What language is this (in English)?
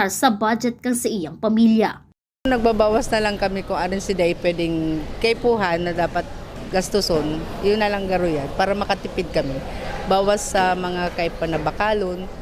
Bikol